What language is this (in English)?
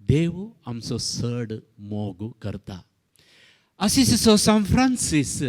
Konkani